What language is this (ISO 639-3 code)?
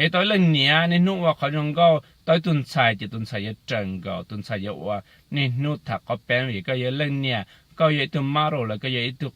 hmn